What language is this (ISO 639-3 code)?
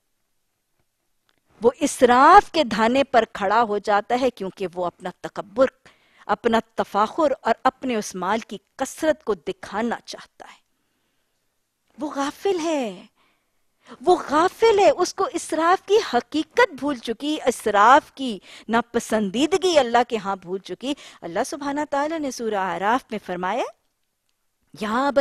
urd